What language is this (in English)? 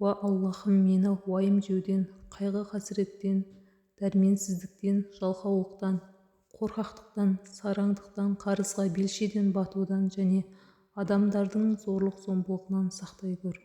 Kazakh